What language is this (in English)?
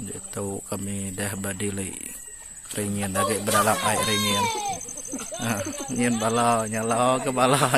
Iban